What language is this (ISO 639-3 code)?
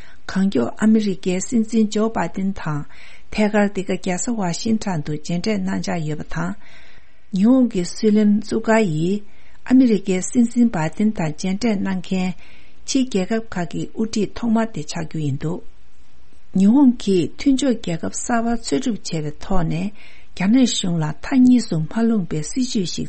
bod